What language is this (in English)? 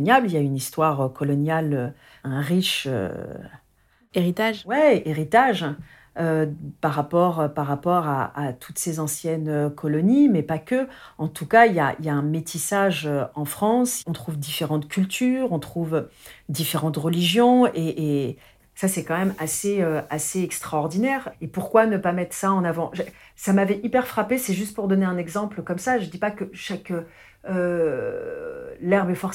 French